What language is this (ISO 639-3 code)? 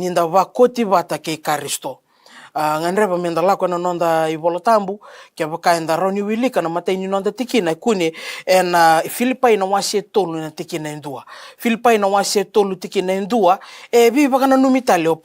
fij